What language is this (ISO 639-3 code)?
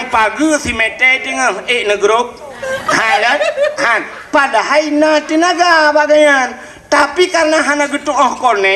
ace